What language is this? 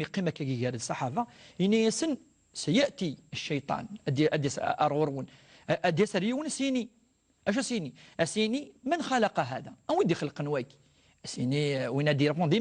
Kabyle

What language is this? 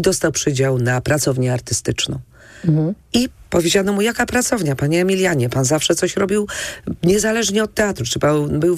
Polish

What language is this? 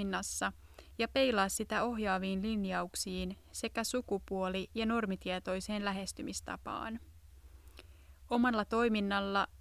Finnish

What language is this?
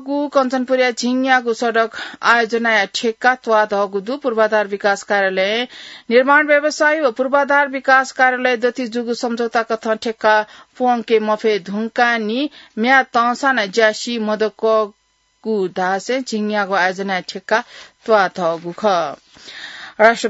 Newari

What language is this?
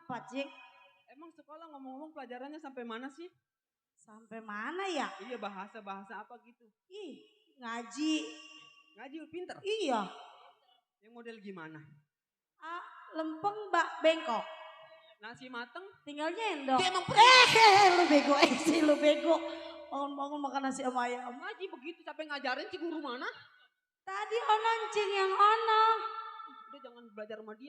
Betawi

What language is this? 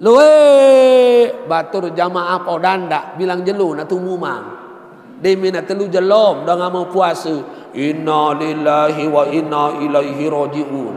Sasak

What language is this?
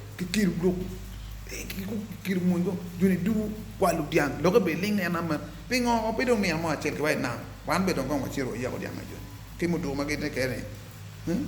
Acoli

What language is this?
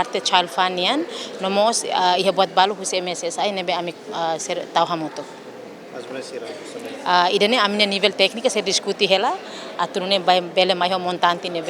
Tetum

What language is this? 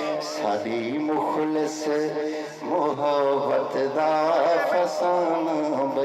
Saraiki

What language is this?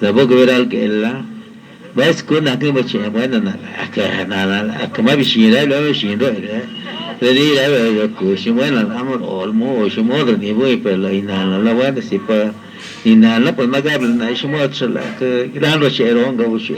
Lachiguiri Zapotec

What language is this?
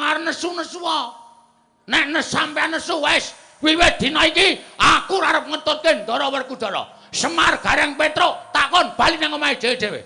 Javanese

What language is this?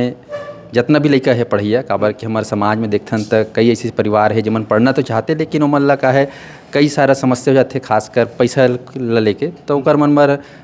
Chhattisgarhi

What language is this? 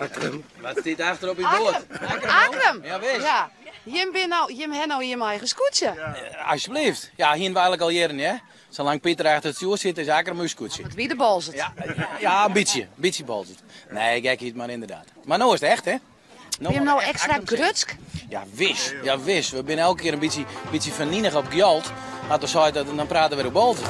Western Frisian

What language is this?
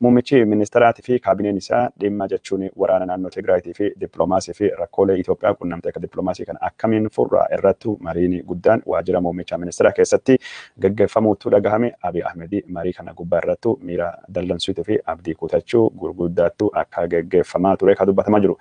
Oromo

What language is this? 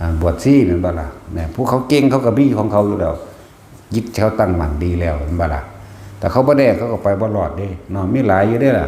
Northeastern Thai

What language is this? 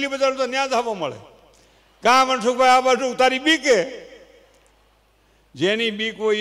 Gujarati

